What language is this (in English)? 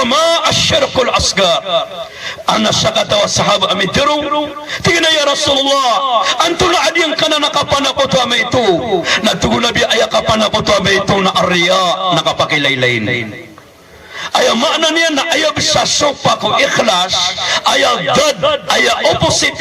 Maranao